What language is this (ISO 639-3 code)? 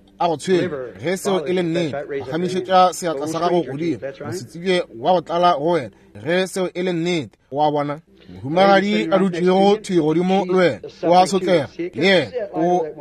nso